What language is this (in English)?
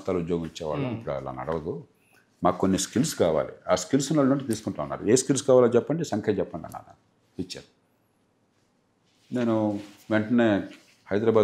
Telugu